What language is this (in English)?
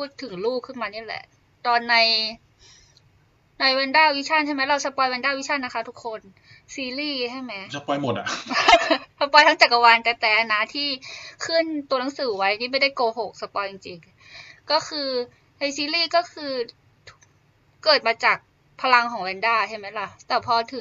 Thai